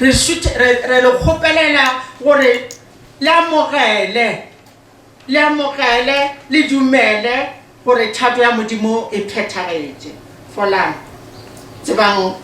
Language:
Northern Sotho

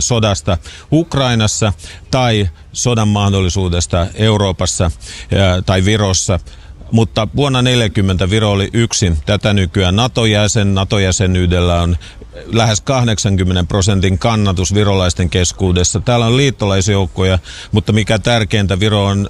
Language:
Finnish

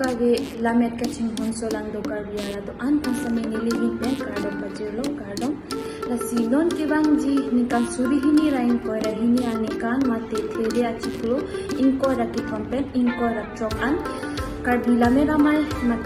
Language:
Karbi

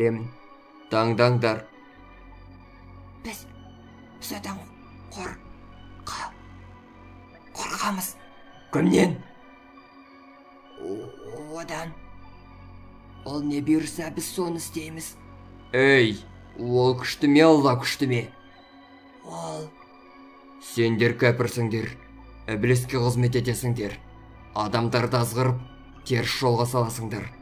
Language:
Kazakh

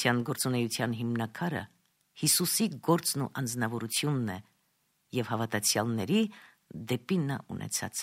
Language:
Armenian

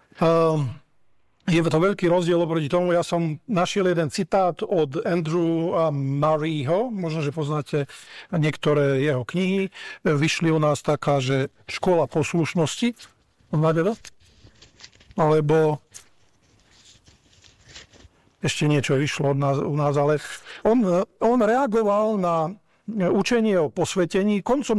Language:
Slovak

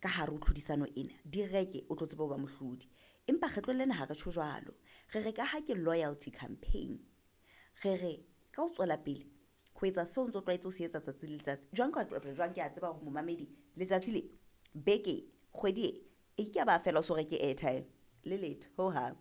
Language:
Southern Sotho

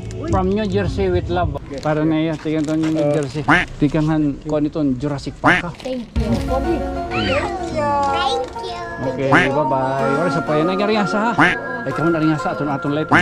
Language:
Waray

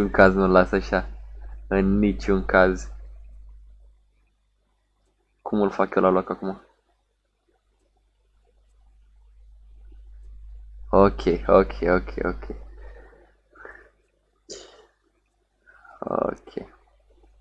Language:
Romanian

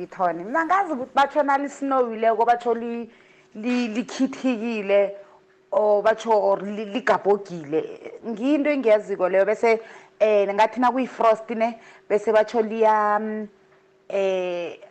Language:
South Ndebele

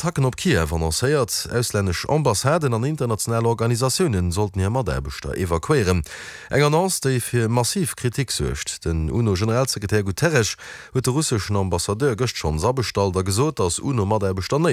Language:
Luxembourgish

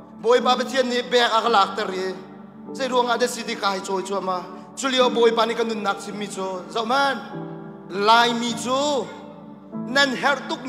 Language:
Hakha Chin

